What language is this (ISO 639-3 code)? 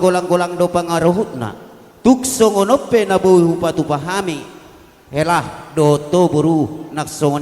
bbc